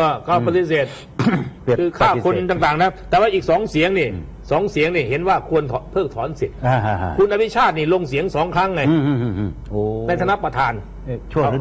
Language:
Thai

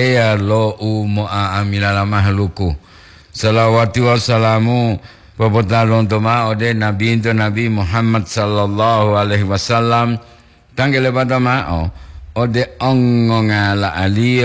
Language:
Gorontalo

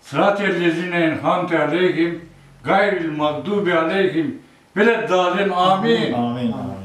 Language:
Crimean Tatar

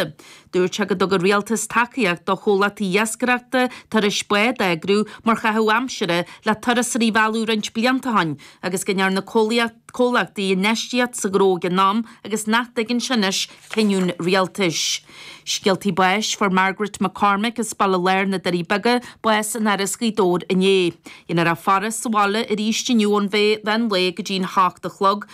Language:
Irish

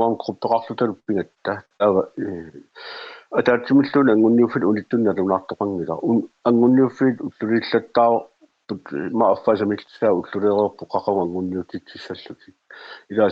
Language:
Kalaallisut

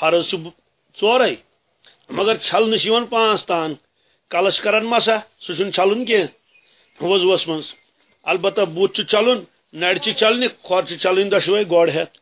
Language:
Kashmiri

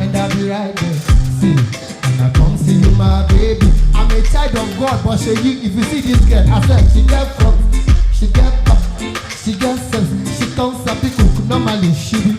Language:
Nigerian Pidgin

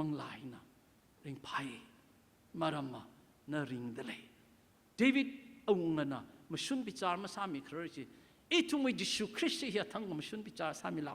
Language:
Tangkhul Naga (India)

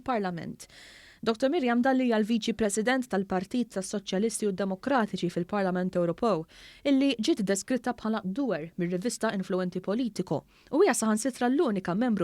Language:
Maltese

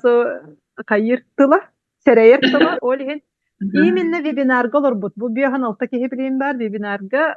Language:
Yakut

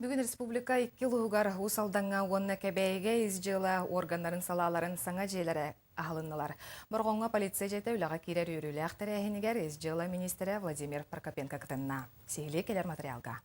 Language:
Yakut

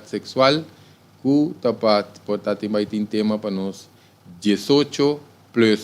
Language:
Papiamento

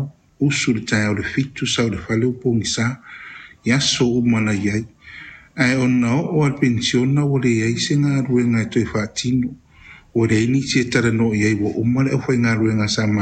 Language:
Samoan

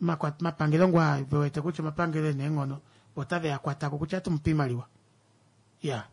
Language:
Kuanyama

